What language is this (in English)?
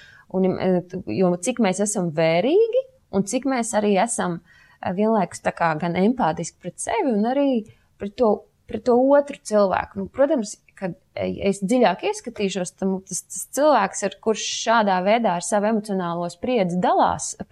Latvian